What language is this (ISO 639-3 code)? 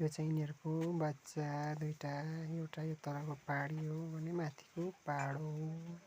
nep